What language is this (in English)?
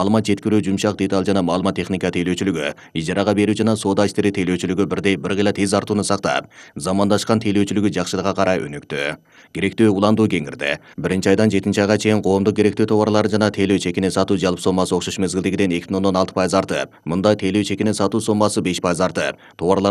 Kyrgyz